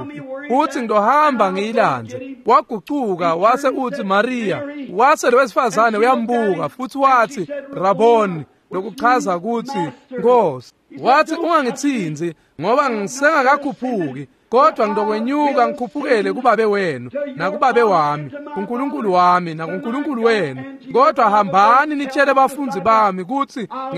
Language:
Swati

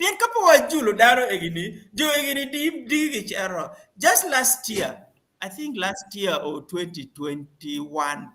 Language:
Acoli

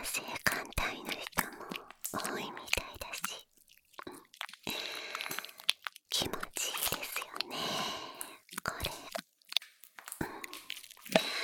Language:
Japanese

